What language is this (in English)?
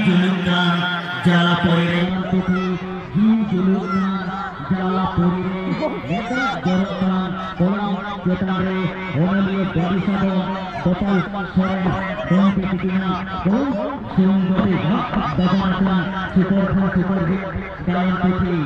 Santali